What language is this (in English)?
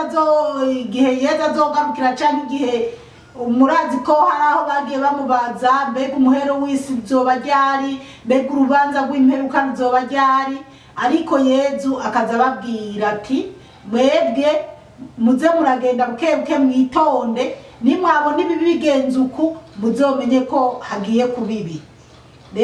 Rundi